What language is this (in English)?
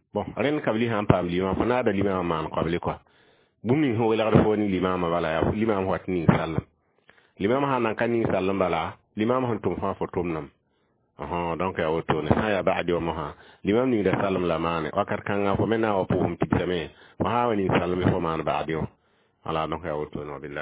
Mossi